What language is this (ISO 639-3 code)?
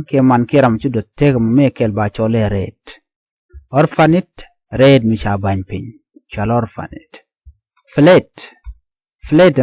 nus